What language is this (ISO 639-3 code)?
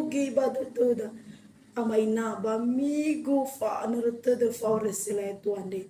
nia